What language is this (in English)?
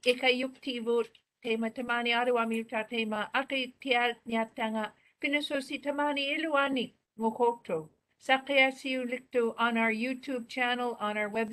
Māori